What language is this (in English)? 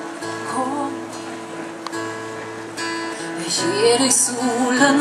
Swedish